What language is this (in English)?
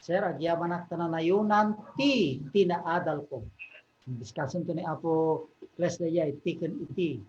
Iloko